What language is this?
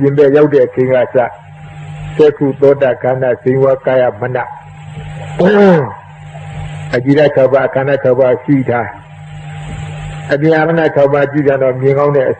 Burmese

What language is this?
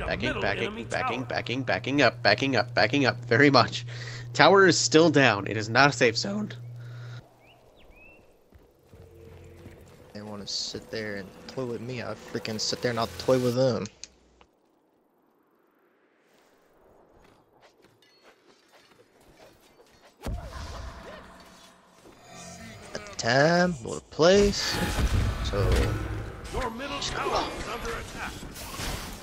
English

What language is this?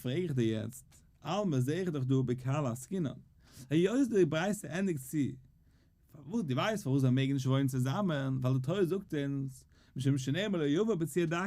Yiddish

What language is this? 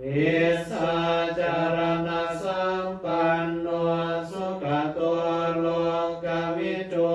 Pali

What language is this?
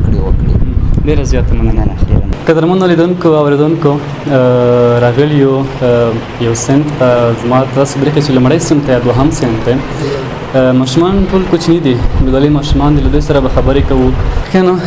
Pashto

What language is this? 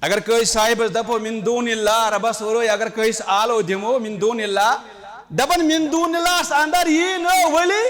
Kashmiri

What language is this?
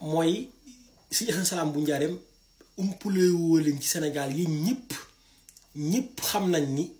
Wolof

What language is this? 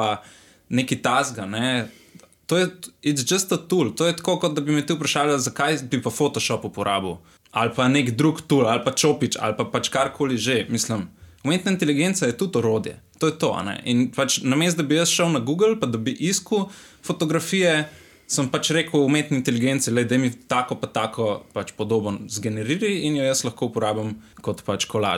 Slovenian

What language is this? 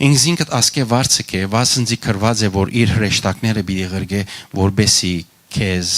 Western Armenian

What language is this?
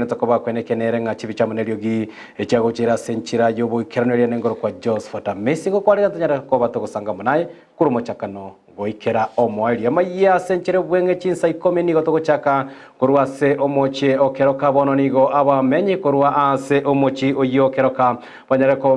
Gusii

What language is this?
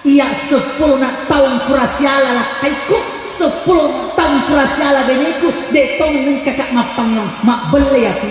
Buginese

